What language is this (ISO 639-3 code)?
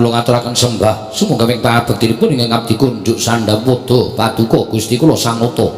jav